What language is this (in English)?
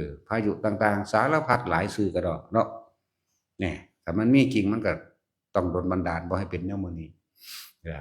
Northeastern Thai